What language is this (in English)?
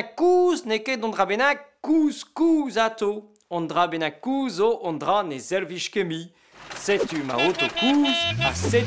Breton